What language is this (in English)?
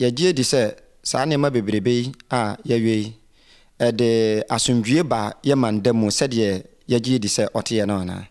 Akan